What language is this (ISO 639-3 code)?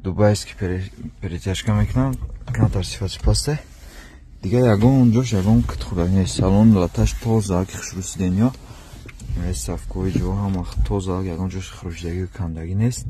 tgk